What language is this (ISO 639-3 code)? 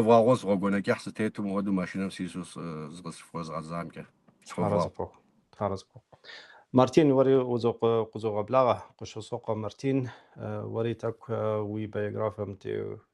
kbd